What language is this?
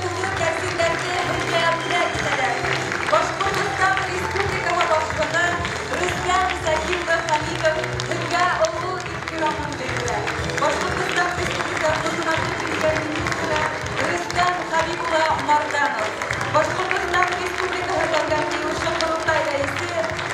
Bashkir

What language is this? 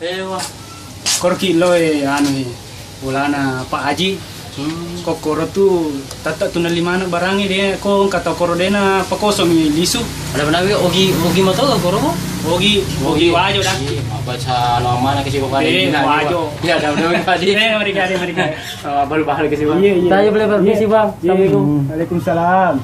Buginese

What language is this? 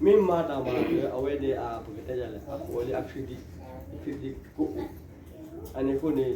S'gaw Karen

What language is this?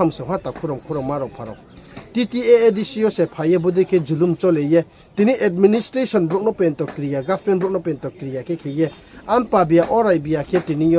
Riang (India)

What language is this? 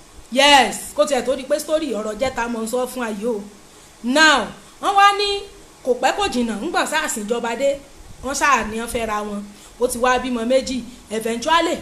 Yoruba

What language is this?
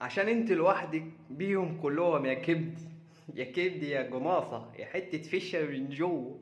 Egyptian Arabic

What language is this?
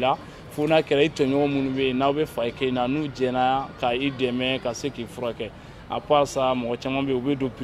Bambara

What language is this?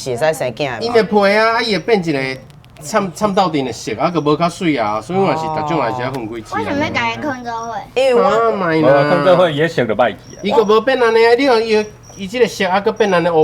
Min Nan Chinese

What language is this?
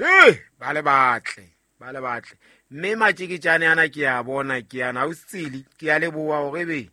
Southern Sotho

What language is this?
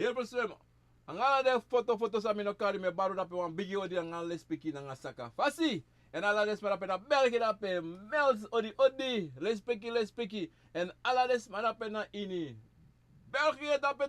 Sranan Tongo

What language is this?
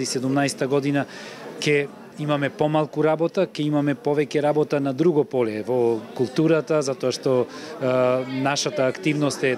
Macedonian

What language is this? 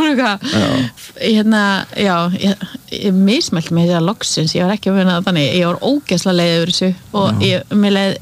Icelandic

